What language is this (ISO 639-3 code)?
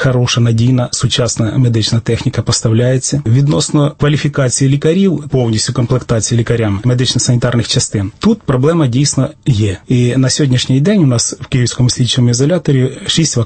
ukr